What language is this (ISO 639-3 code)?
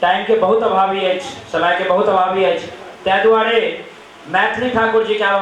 mai